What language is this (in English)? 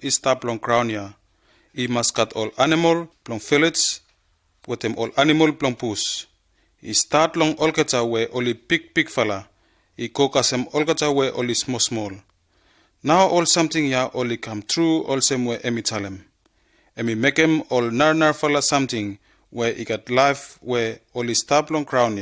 Bislama